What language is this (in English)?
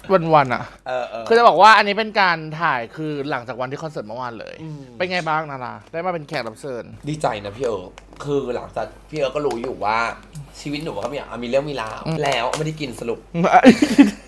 Thai